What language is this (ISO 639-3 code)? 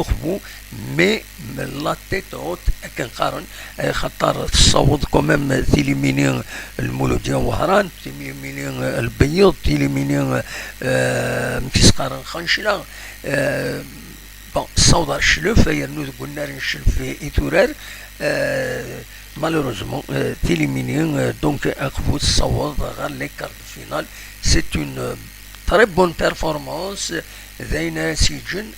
kab